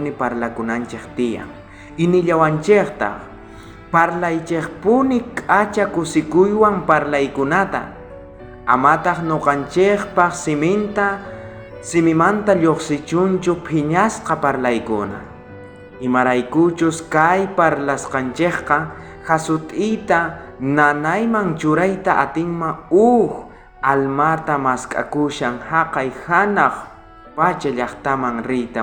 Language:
South Bolivian Quechua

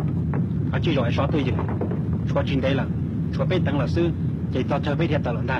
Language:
Hmong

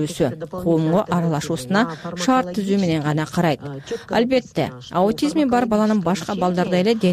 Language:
Kyrgyz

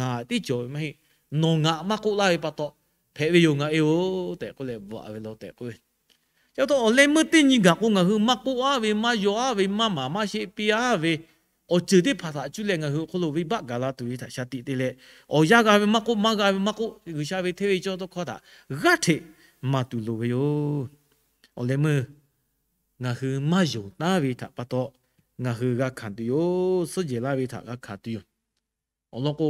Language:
Lahu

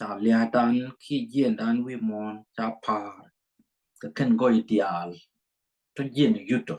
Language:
Nuer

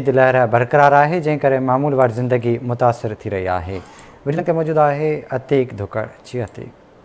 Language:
Sindhi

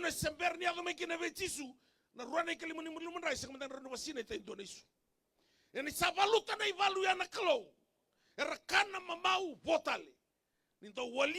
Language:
Fijian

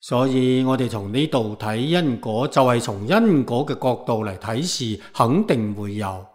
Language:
Cantonese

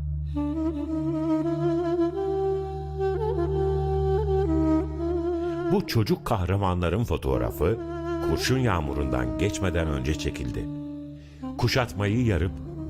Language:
Turkish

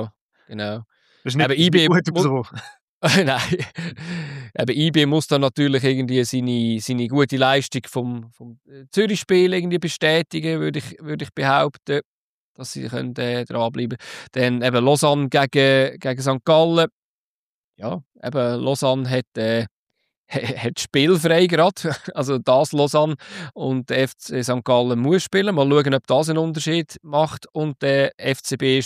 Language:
German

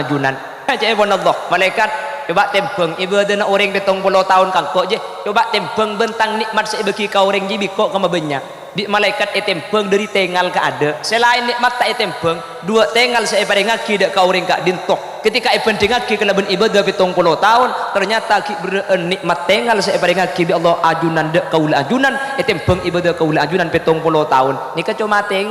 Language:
Madurese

